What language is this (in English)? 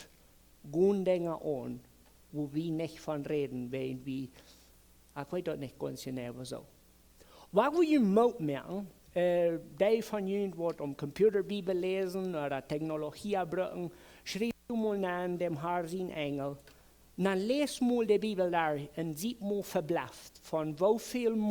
Plautdietsch